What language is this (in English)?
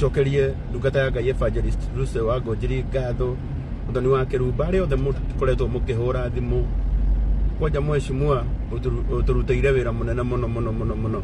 Kikuyu